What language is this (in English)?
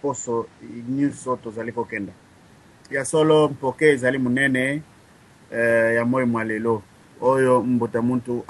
Lingala